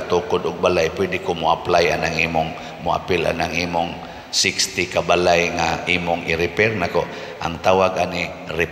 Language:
Cebuano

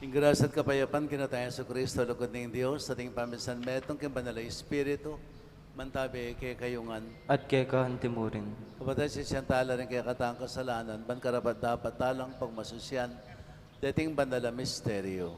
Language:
Pampanga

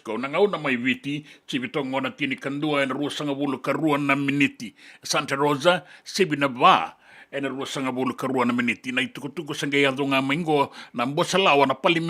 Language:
Fijian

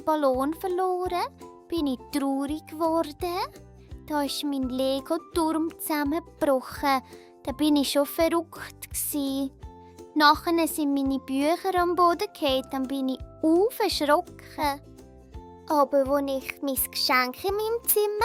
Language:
Swiss German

